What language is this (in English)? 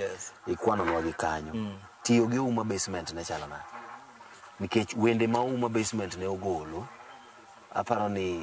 Luo (Kenya and Tanzania)